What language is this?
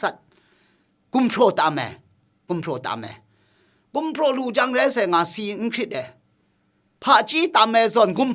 Kachin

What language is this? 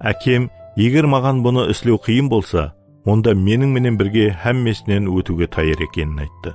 Kara-Kalpak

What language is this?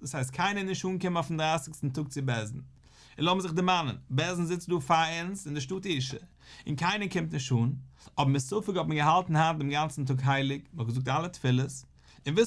Yiddish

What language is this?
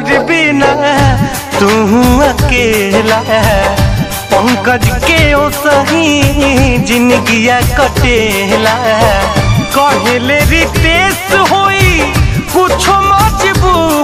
Bhojpuri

